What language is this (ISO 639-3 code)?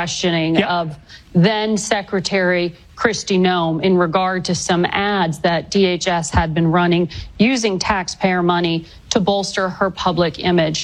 eng